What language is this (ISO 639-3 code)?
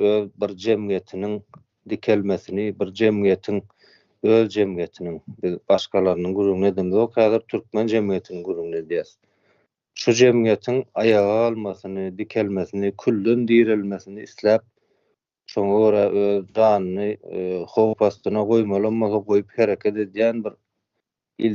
tuk